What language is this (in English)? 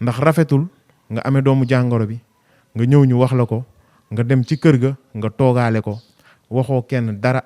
Wolof